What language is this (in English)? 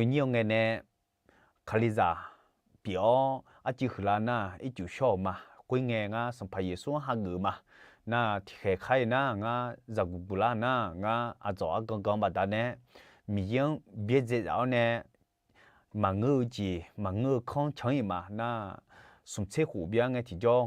Akha